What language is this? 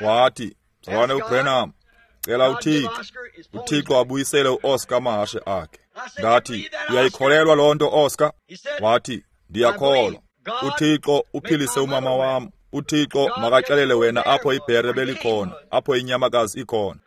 Xhosa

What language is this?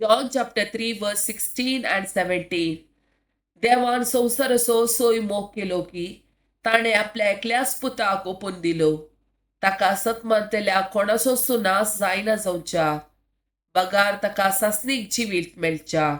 Konkani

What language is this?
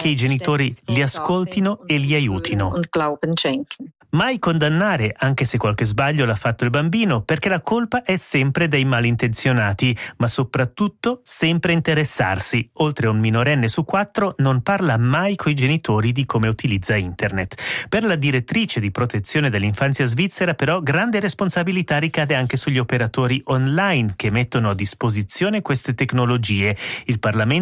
Italian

